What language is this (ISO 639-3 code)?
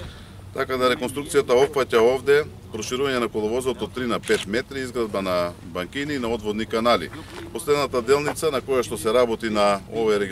mkd